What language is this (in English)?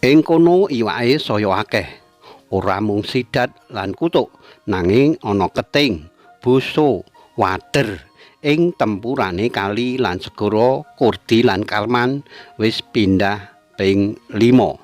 Javanese